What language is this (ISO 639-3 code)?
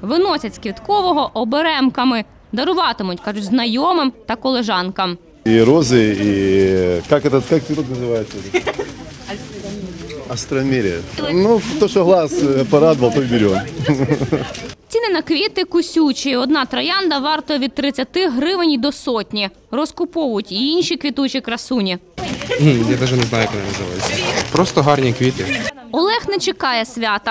ukr